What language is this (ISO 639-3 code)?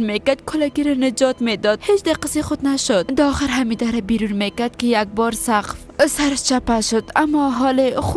fas